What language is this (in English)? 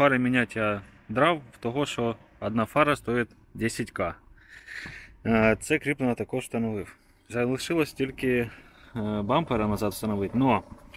Ukrainian